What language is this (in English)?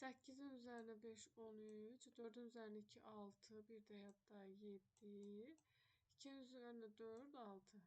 Azerbaijani